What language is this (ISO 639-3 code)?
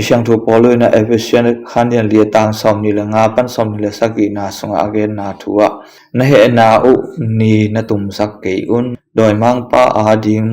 ctd